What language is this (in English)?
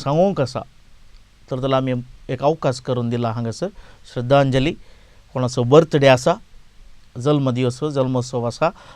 Konkani